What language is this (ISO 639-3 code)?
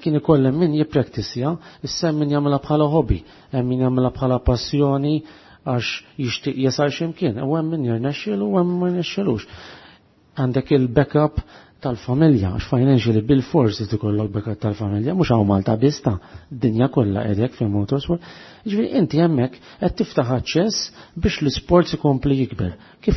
mlt